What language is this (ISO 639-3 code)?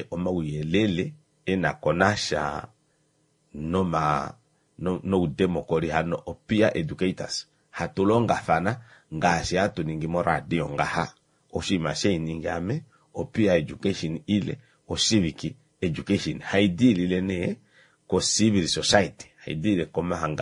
kua